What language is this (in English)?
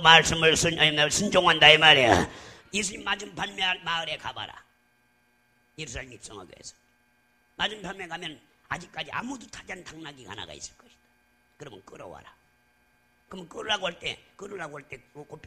Korean